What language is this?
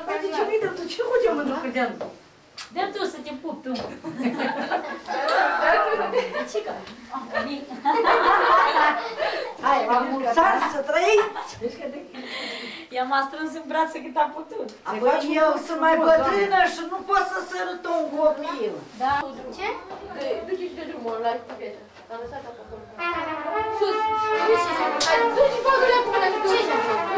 Romanian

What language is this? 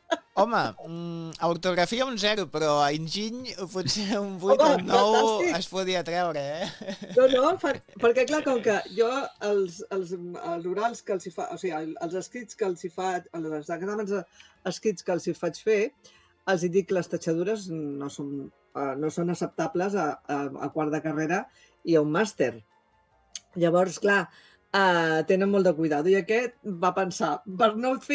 Catalan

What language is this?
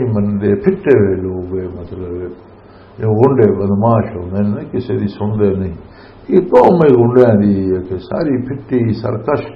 Western Panjabi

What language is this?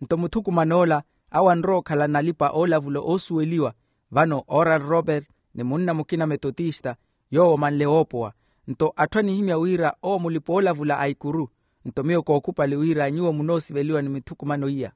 Makhuwa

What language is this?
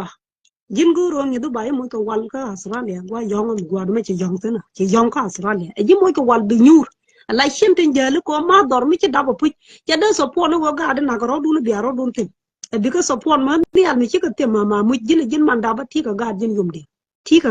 Nuer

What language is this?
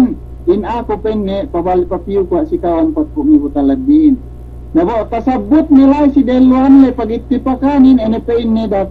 Yakan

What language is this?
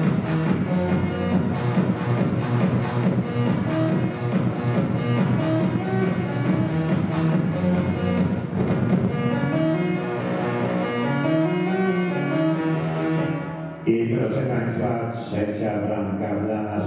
Polish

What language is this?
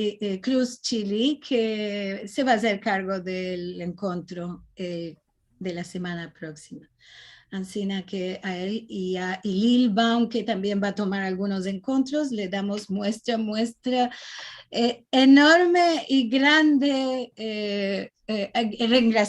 Ladino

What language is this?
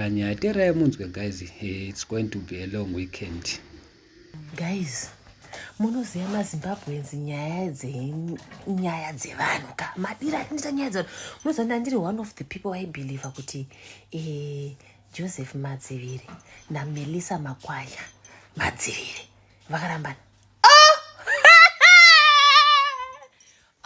Shona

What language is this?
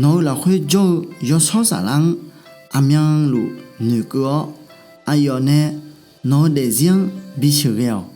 Akha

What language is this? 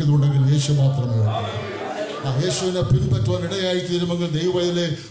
Malayalam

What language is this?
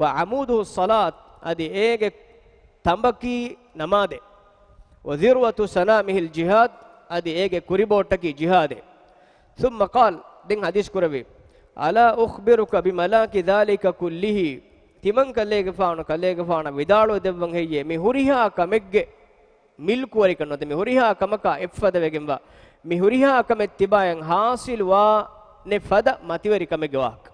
Divehi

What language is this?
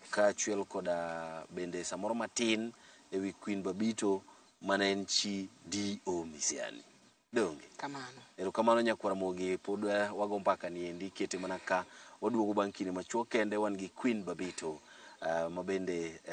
Luo (Kenya and Tanzania)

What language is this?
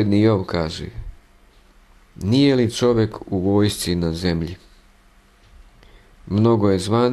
Croatian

